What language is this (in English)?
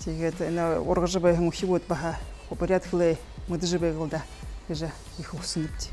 Buriat